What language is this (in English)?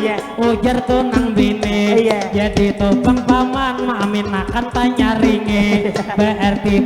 Banjar